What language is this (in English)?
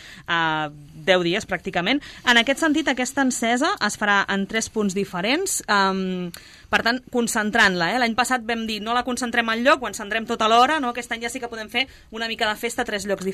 Catalan